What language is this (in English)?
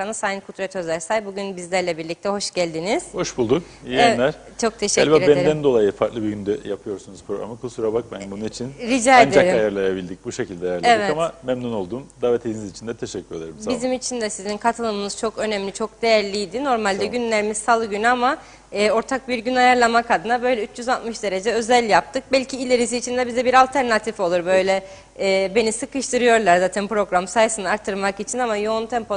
Turkish